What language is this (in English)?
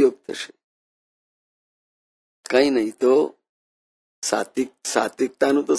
Gujarati